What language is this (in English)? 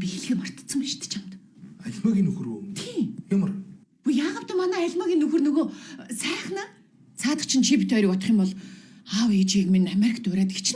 Mongolian